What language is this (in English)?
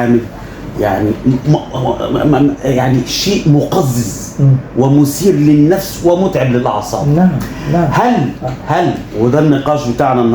Egyptian Arabic